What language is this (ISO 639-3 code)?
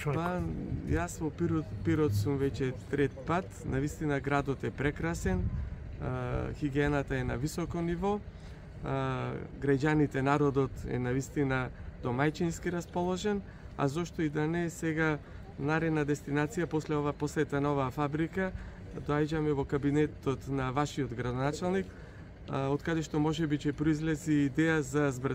mkd